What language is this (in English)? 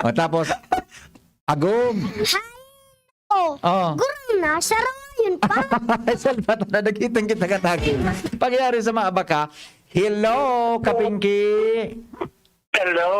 Bikol